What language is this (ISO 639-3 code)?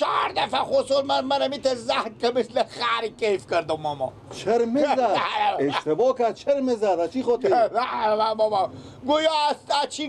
fas